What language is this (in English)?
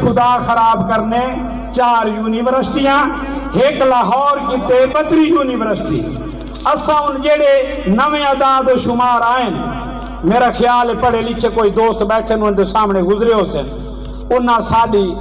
Saraiki